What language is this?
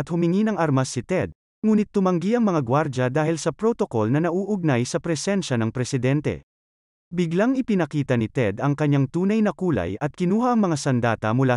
Filipino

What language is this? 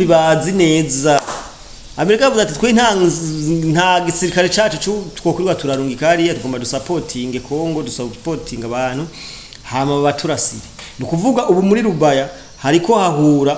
Rundi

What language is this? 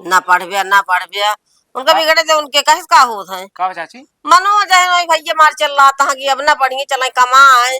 Awadhi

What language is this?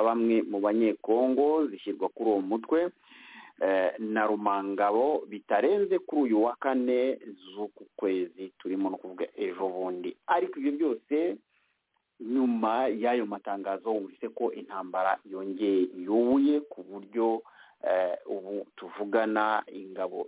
Kinyarwanda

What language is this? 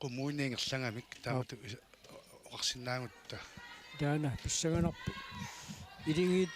Kalaallisut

